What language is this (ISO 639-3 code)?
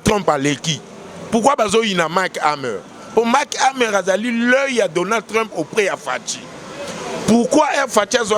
lin